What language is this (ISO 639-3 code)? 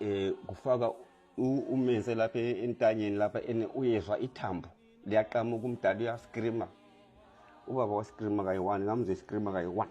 zul